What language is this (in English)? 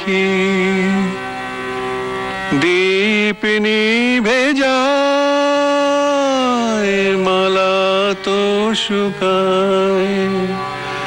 Bangla